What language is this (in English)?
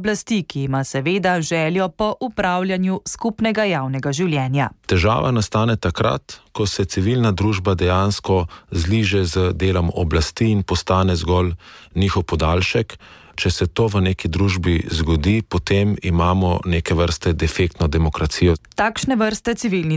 Slovenian